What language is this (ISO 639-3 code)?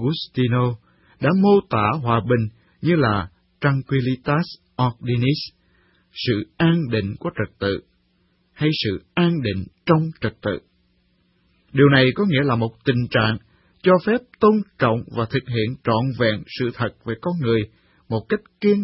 vie